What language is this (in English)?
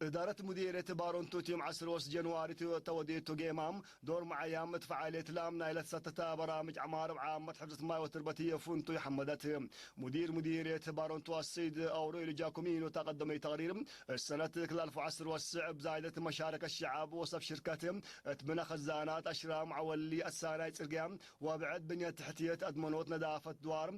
Tigre